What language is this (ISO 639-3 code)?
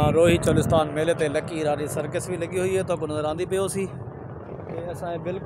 skr